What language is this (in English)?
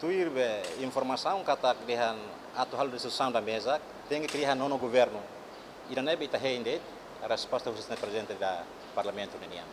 Tetum